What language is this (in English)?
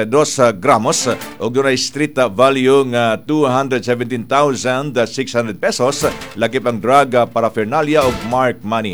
Cebuano